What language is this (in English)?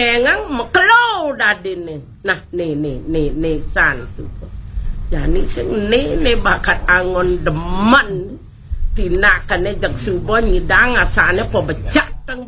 Balinese